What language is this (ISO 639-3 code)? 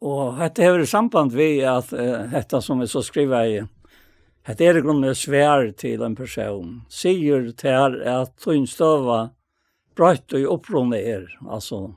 fao